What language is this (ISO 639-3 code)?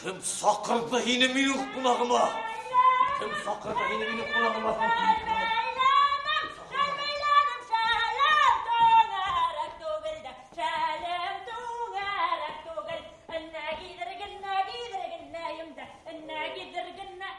bak